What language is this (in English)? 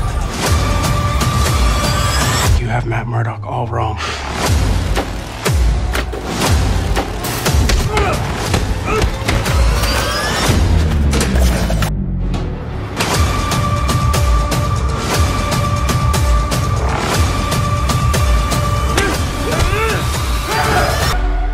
English